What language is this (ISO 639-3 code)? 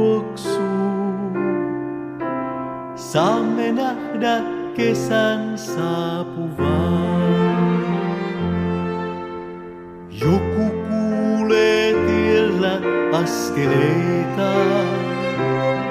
fin